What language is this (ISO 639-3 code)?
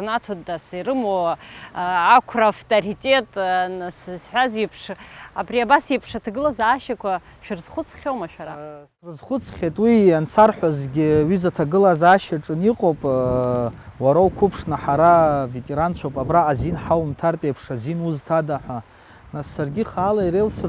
abk